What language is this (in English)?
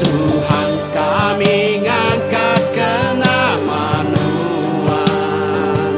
Iban